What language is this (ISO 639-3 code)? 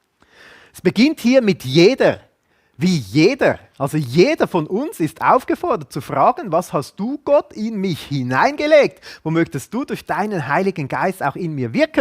gsw